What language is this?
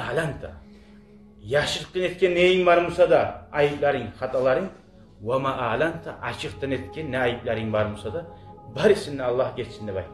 Kumyk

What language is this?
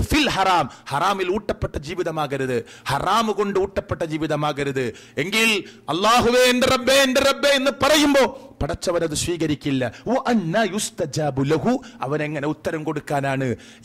Malayalam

